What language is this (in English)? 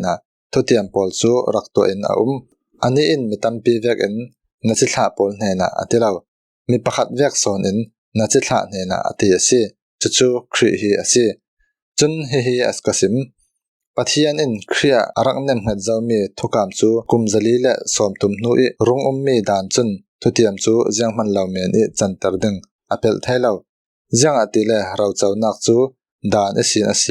Falam Chin